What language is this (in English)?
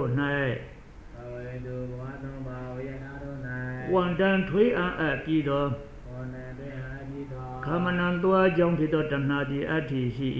Burmese